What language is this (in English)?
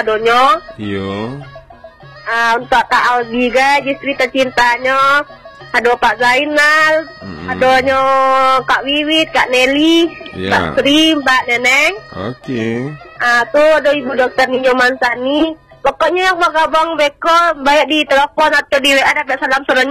Minangkabau